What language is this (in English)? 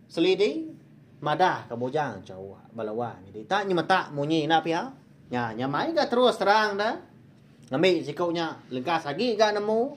Iban